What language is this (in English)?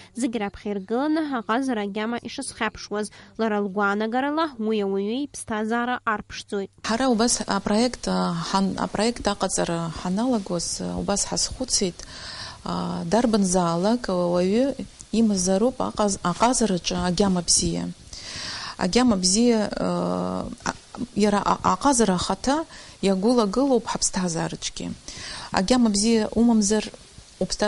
Abkhazian